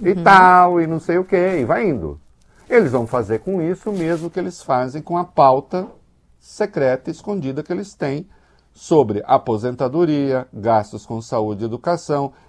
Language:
Portuguese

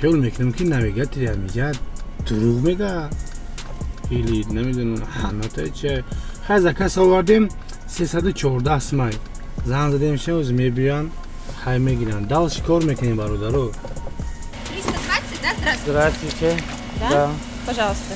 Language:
Tajik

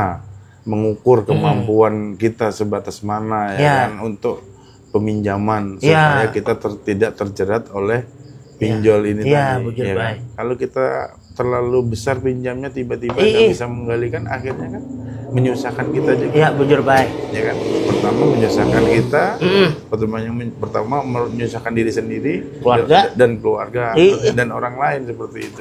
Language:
Banjar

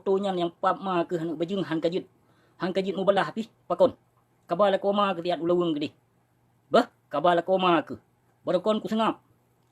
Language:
Achinese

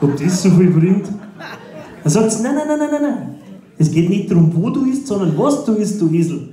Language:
Bavarian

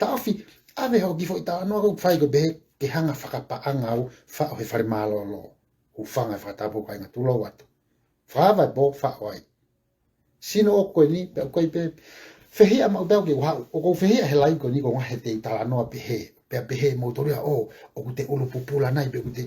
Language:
Tongan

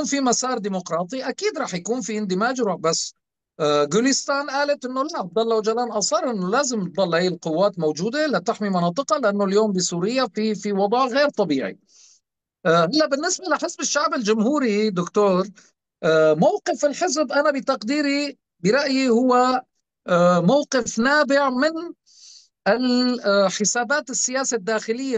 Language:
North Levantine Arabic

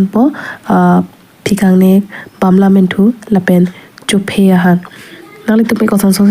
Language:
Karbi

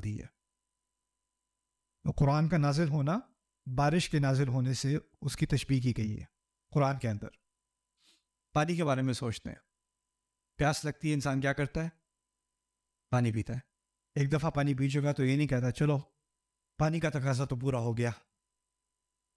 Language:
Urdu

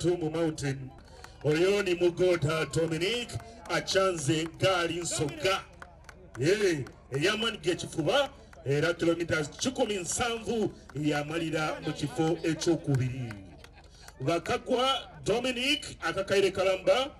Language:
Soga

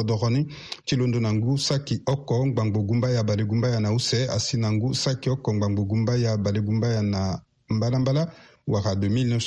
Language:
Sango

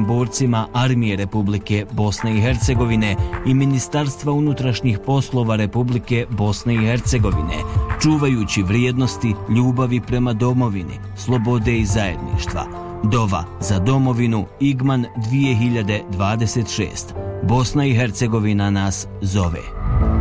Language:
Bosnian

